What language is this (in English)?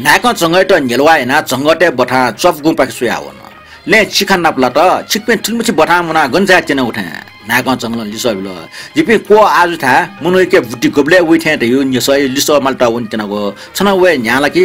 Newari